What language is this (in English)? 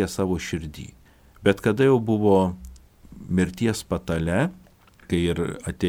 Lithuanian